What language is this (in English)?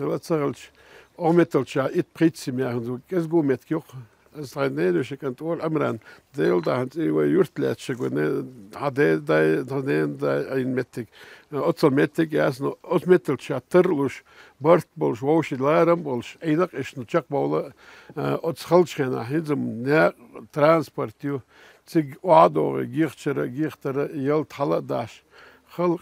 Chechen